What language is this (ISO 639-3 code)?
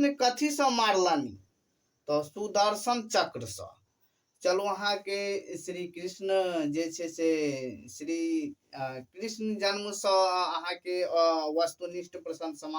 mai